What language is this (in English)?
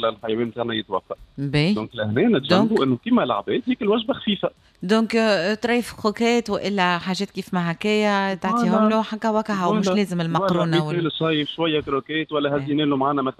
Tunisian Arabic